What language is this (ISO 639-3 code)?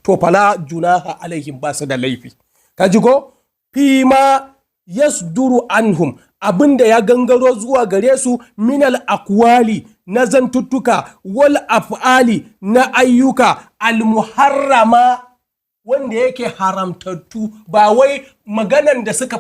hau